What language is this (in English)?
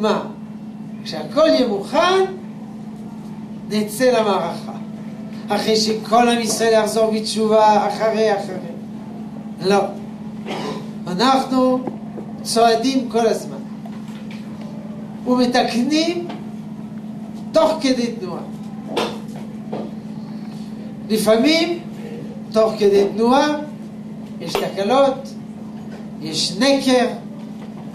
Hebrew